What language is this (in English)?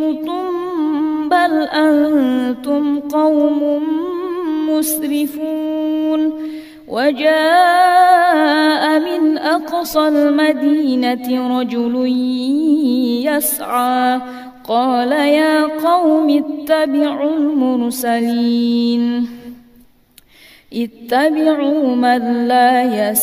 Arabic